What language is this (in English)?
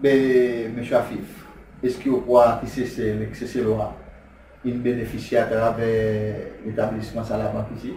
Seselwa Creole French